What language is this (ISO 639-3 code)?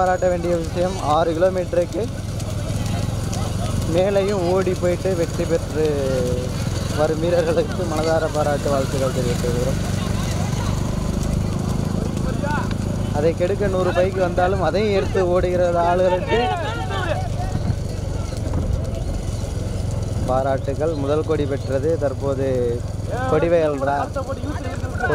tam